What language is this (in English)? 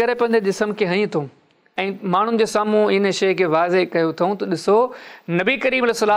Sindhi